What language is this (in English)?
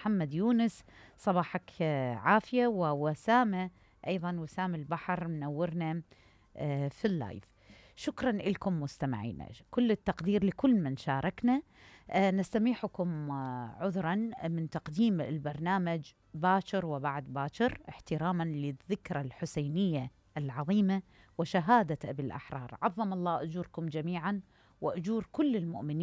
Mesopotamian Arabic